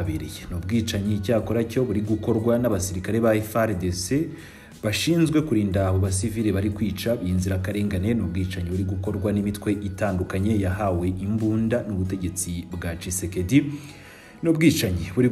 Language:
Kinyarwanda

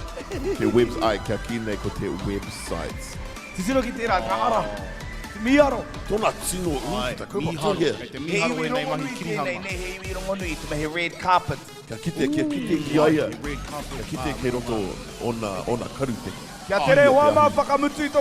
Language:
Māori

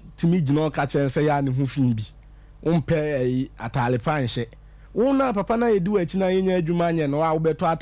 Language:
Akan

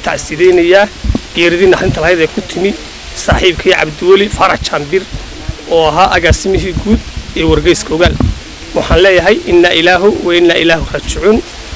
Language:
Somali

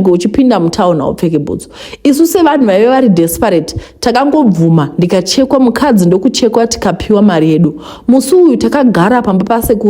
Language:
Shona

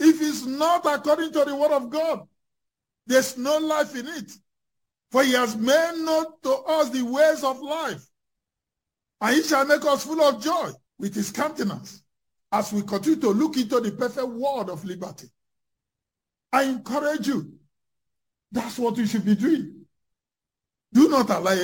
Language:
English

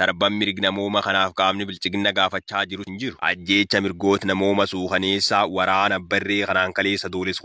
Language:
Oromo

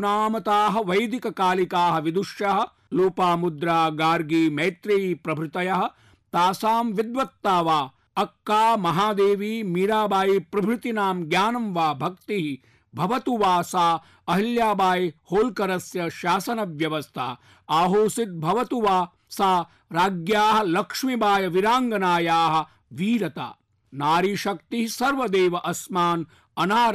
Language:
Sanskrit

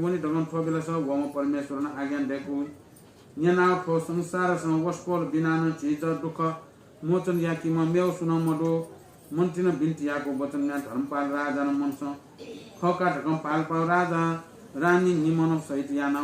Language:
Newari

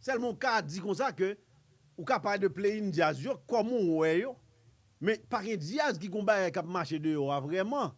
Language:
Haitian Creole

